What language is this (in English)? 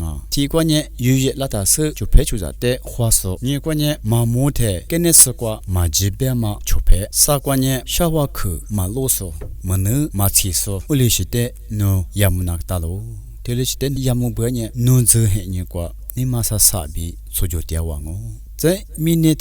Lisu